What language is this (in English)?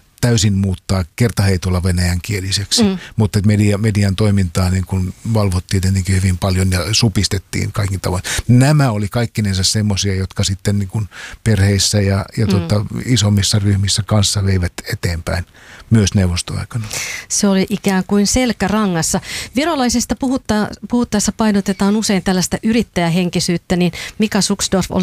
Finnish